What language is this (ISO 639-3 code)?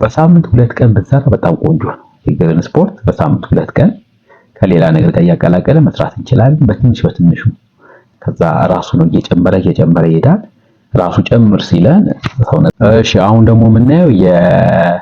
amh